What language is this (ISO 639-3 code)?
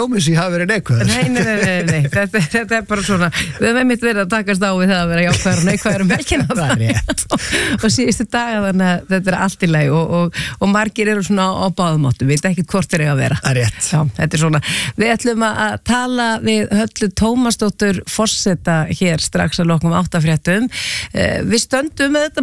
isl